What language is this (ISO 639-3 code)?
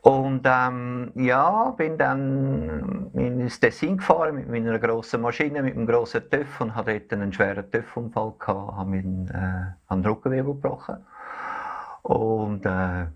gsw